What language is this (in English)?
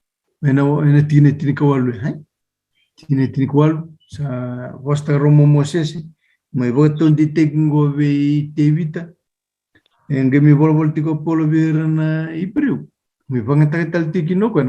Fijian